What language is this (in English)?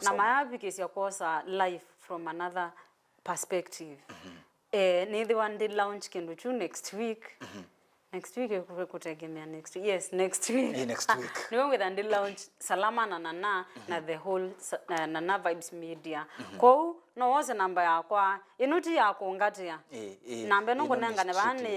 Kamba